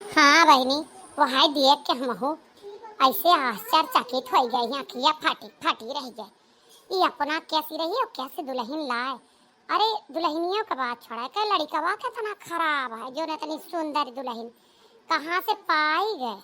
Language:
Awadhi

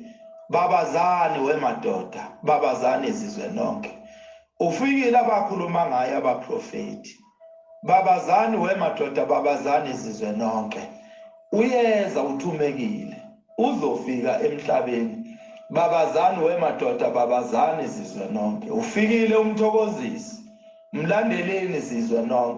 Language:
Zulu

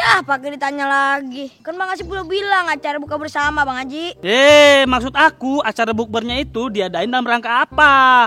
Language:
Betawi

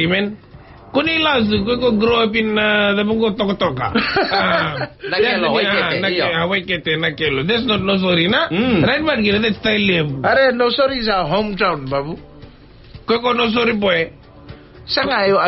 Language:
Fijian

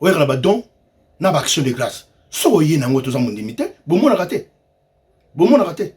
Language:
Lingala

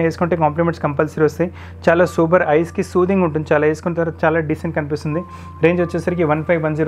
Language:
Telugu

